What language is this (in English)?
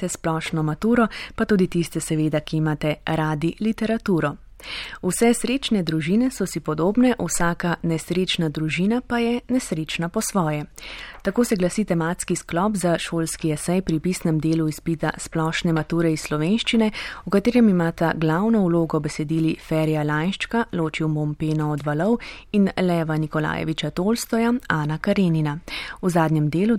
Slovenian